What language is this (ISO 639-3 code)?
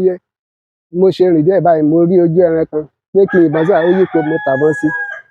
yor